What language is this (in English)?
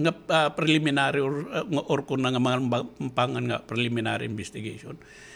Waray